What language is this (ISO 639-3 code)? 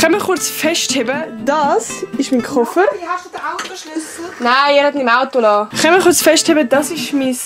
gsw